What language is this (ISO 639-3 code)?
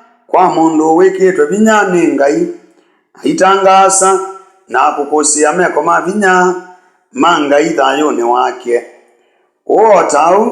kam